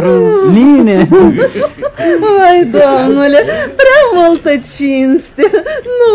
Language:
Romanian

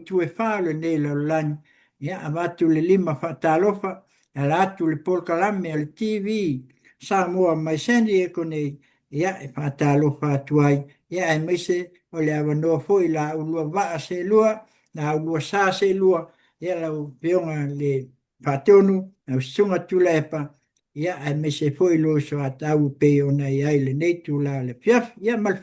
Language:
Samoan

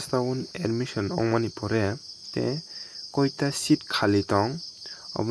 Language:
Kok Borok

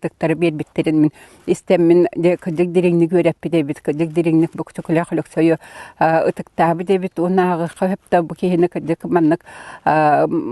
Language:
Yakut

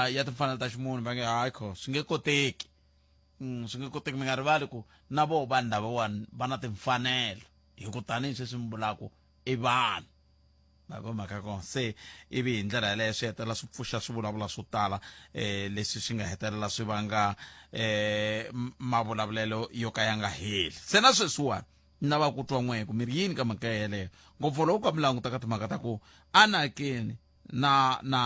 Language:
Tsonga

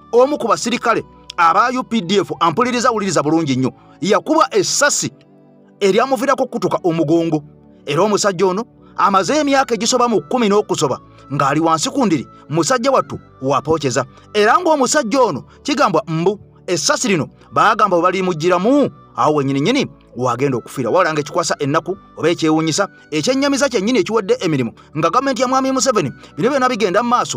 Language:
Ganda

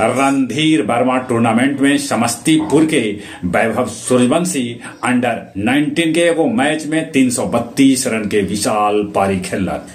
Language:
Magahi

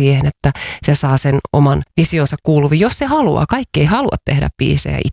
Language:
Finnish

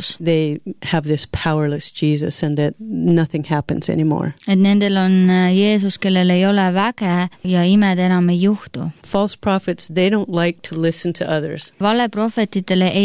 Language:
Estonian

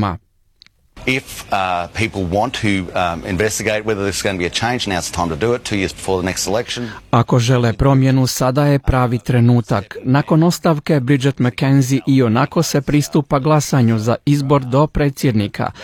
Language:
Croatian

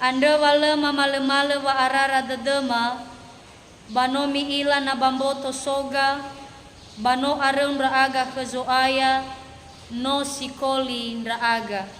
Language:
Nias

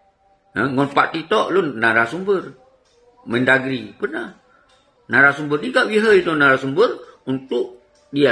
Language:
Achinese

